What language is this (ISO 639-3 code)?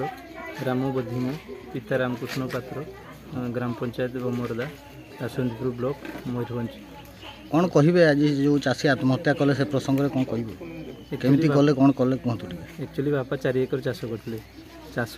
ori